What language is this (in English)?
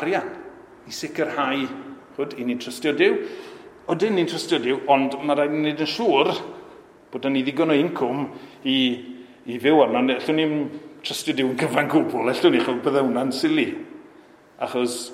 Welsh